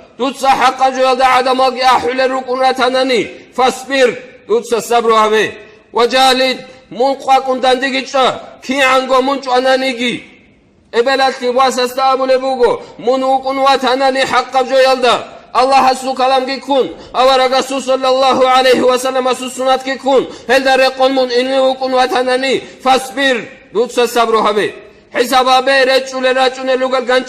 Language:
Avaric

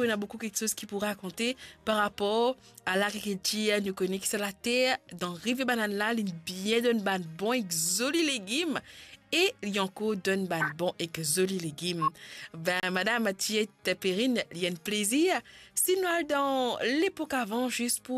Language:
Morisyen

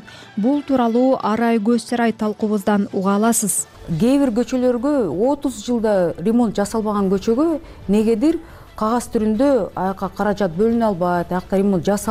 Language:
Kyrgyz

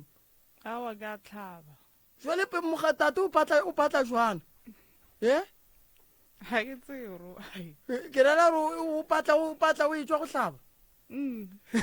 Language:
Northern Sotho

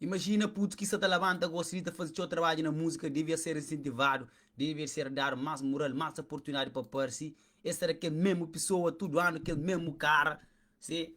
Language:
Kabuverdianu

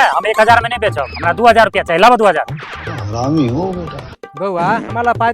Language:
Maithili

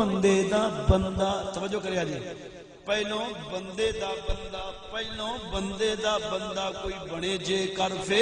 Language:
Saraiki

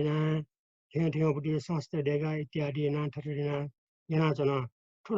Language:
Newari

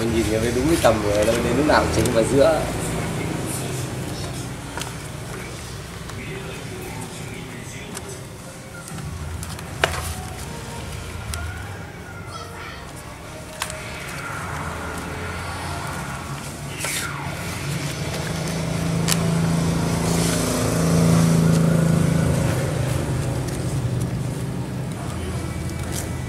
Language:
Vietnamese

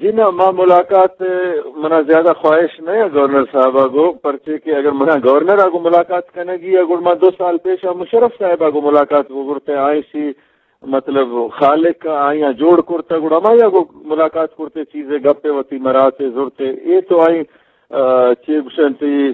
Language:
Eastern Balochi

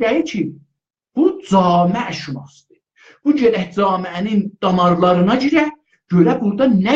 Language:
South Azerbaijani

